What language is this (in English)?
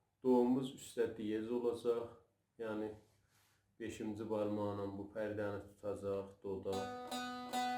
South Azerbaijani